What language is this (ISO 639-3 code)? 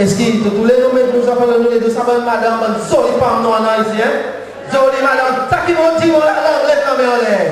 crs